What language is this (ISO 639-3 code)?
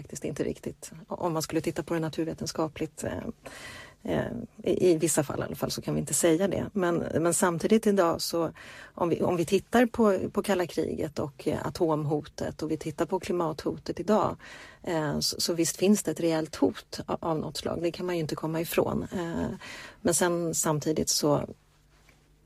swe